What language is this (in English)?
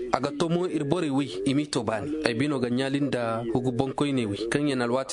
Zarma